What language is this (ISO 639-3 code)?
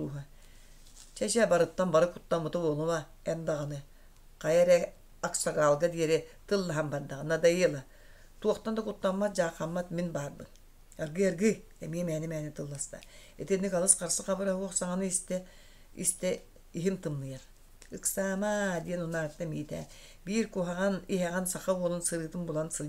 sah